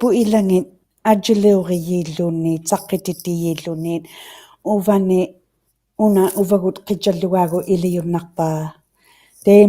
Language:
Inuktitut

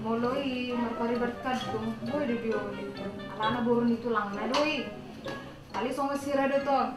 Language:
Batak Toba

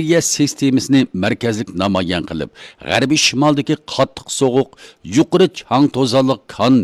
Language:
Uyghur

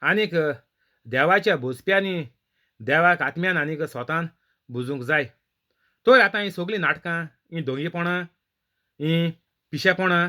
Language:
Konkani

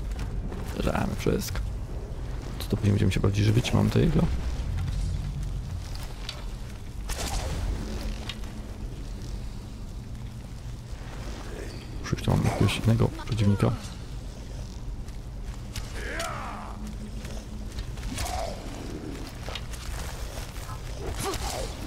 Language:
Polish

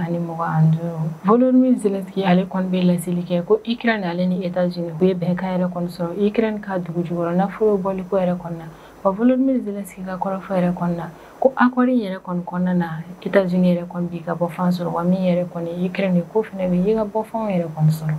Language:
Bambara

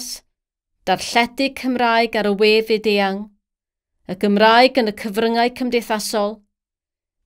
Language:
Welsh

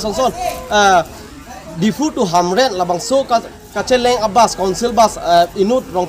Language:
Karbi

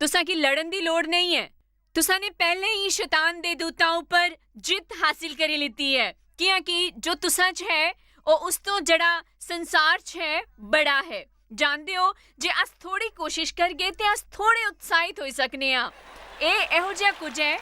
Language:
Dogri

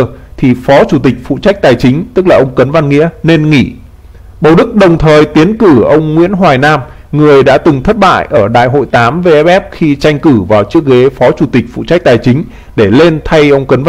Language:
Vietnamese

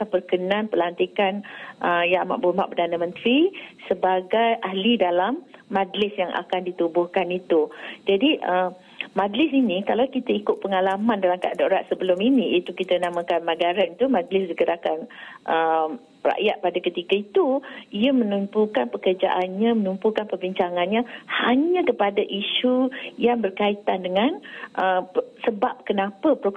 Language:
Malay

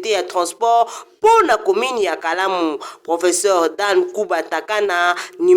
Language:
Lingala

